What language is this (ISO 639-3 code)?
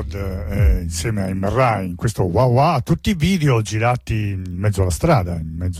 ita